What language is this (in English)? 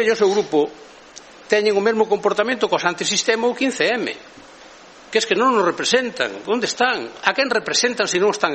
Galician